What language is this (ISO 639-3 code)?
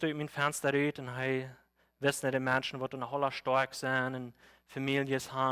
pdt